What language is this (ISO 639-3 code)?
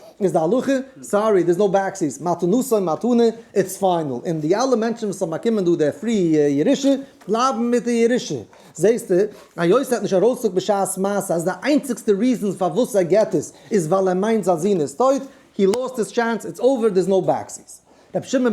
yid